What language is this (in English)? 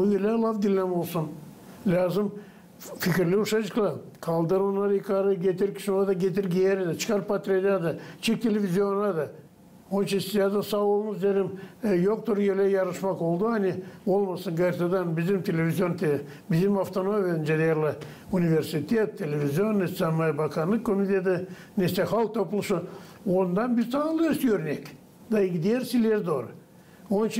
Gagauz